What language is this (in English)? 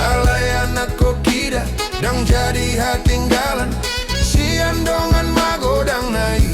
Batak Toba